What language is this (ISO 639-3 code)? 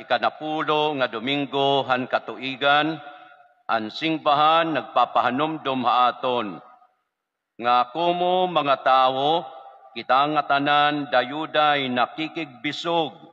war